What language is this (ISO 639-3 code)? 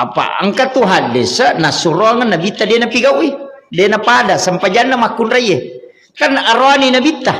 bug